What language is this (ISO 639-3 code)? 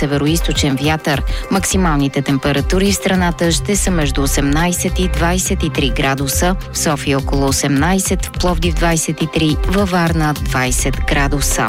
bul